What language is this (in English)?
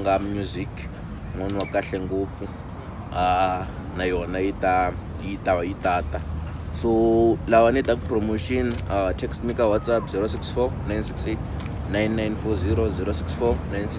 Tsonga